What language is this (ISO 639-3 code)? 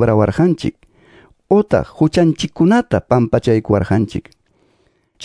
que